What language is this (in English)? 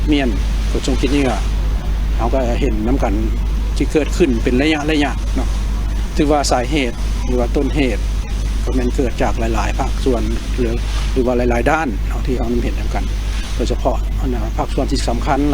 Lao